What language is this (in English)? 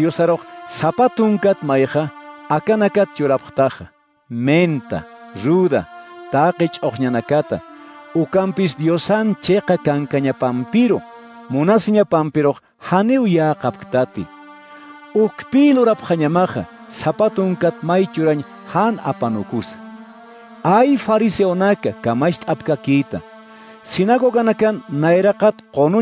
Aymara